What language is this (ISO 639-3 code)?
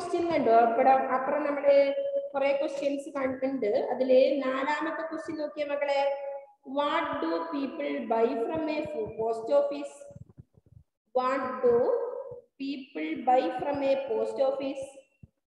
mal